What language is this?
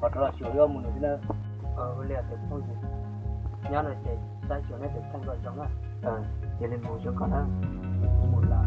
Hmong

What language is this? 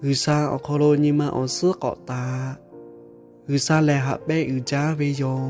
Lahu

